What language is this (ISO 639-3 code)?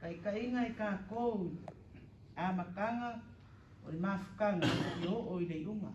smo